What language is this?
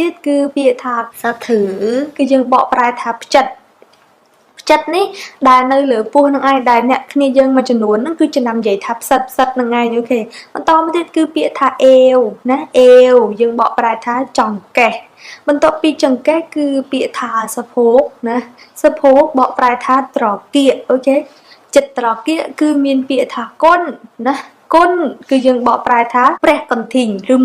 Khmer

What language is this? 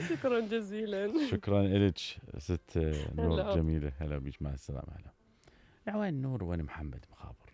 Mesopotamian Arabic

